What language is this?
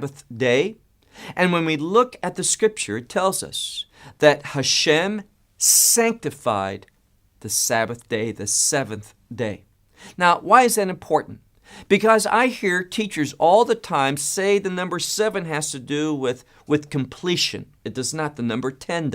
English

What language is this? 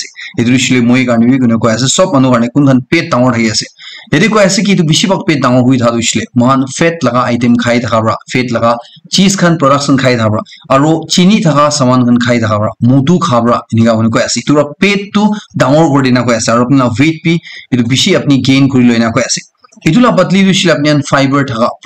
Naga Pidgin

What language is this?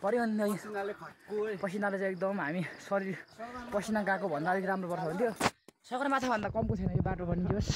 Nepali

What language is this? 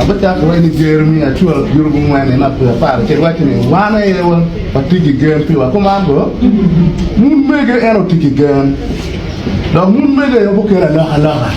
Acoli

